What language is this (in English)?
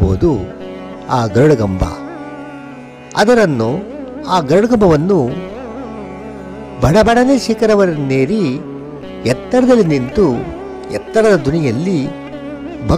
Kannada